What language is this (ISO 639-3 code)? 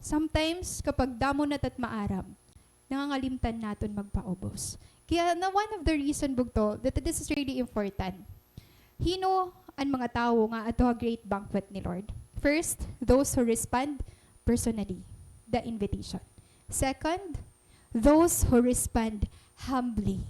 war